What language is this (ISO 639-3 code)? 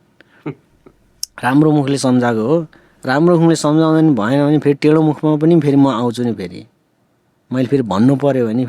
nep